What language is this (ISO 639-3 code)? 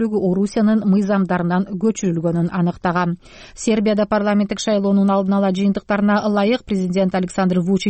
kir